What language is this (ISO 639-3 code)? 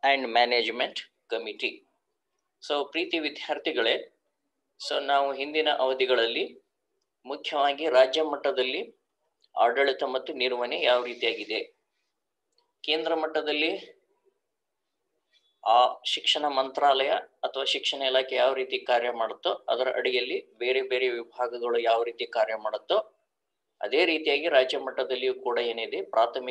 kan